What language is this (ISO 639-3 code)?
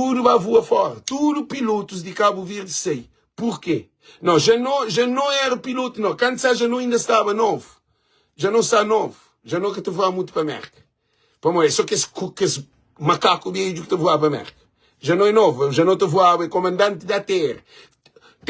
kea